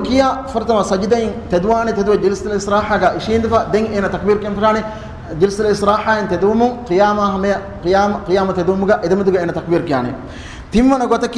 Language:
Divehi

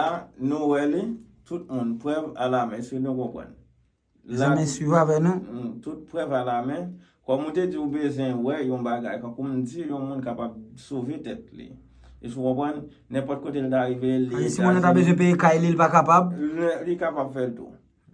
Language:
Haitian Creole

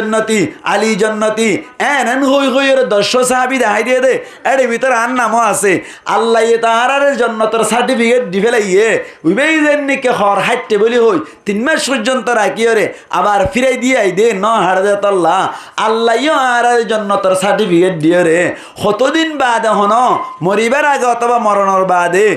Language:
Rohingya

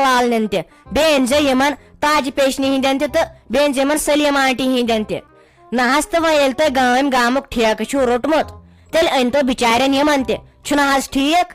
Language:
Kashmiri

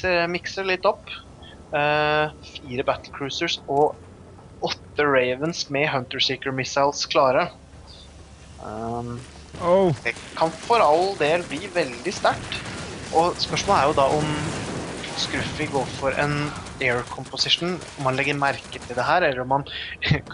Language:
Norwegian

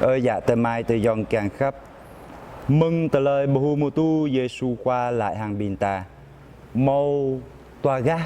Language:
Jarai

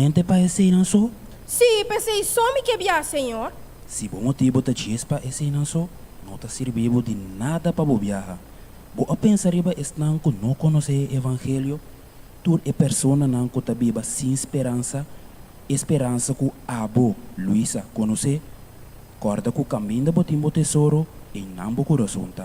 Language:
Papiamento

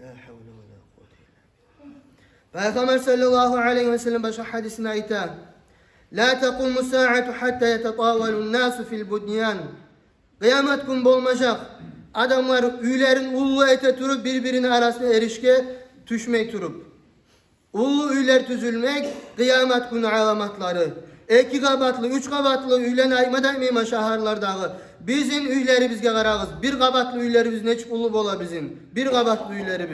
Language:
Kumyk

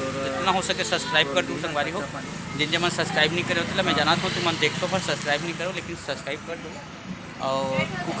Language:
Chhattisgarhi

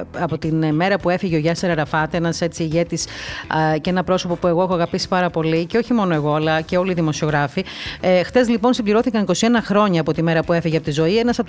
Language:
Greek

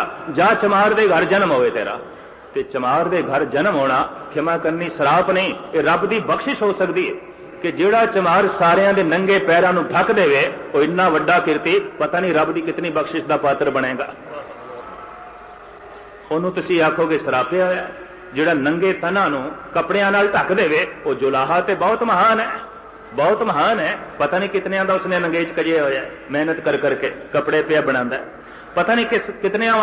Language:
Punjabi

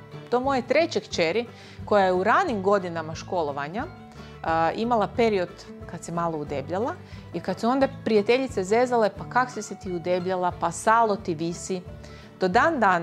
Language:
Croatian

